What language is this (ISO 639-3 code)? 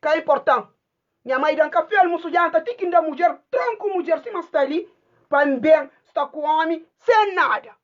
kea